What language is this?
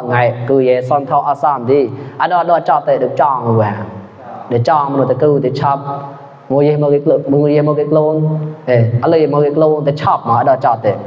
Mon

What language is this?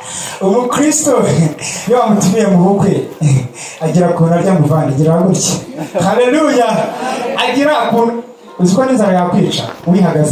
Kinyarwanda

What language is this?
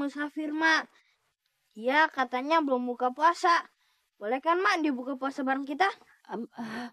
Betawi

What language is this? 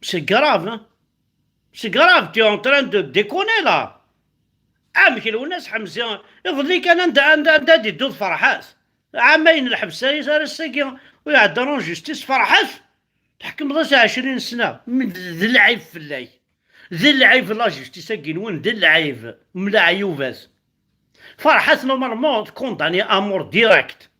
Kabyle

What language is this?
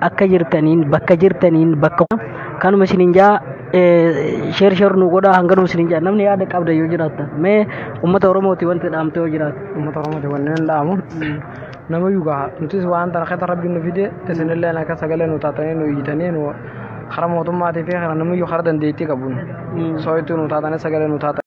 Oromo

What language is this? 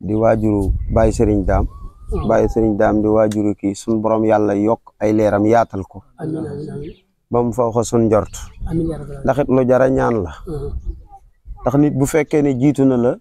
Wolof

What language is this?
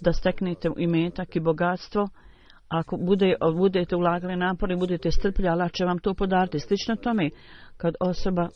Bosnian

